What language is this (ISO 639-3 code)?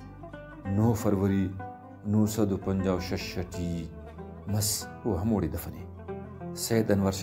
brh